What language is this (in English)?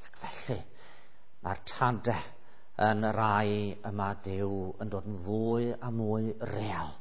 Welsh